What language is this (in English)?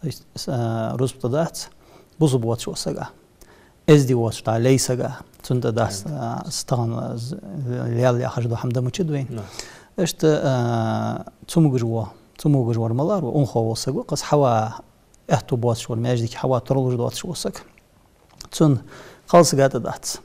Ingush